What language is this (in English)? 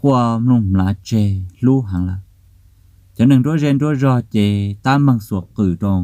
Hmong